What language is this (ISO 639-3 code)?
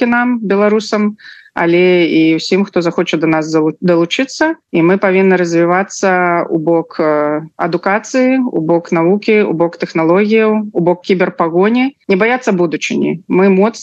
bel